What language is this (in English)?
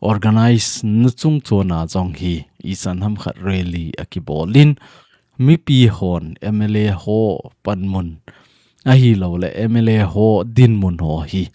Thado Chin